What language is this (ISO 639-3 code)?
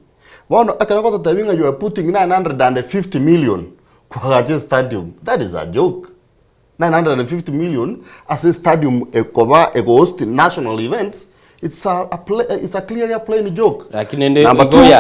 guz